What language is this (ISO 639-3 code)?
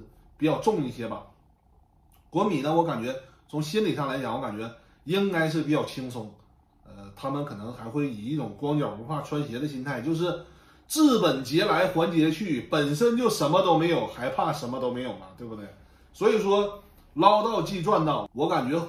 zho